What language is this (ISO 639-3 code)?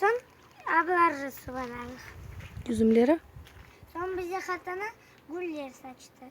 crh